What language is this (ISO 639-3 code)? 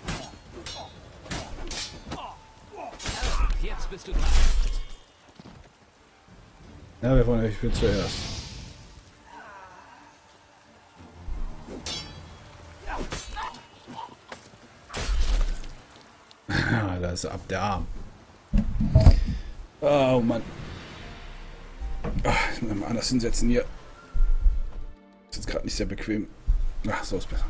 deu